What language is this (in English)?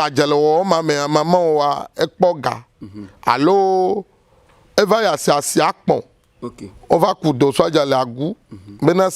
Ewe